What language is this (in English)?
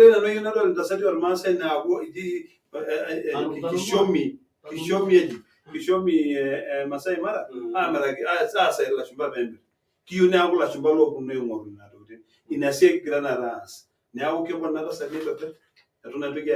Masai